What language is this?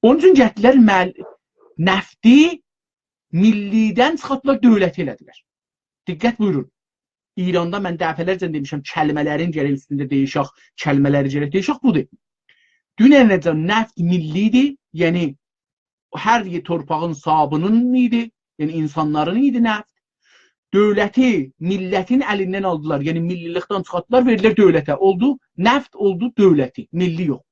South Azerbaijani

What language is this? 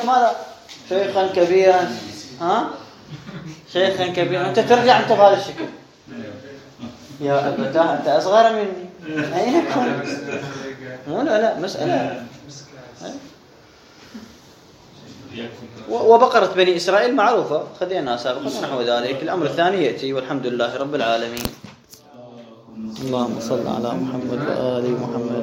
Arabic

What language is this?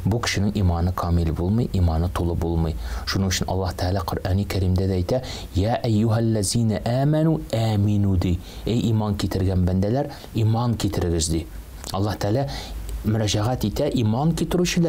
Tatar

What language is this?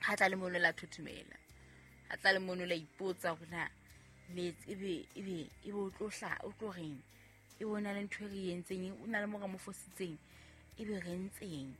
Southern Sotho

